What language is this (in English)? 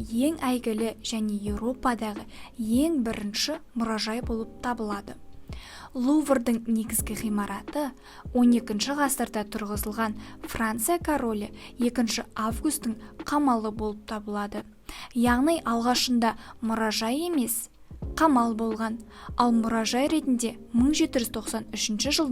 Kazakh